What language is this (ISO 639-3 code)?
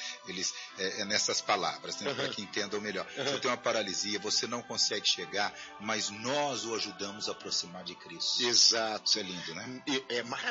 por